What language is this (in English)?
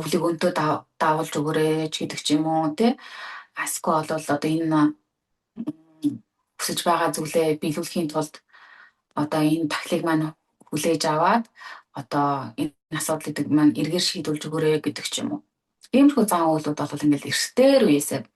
Mongolian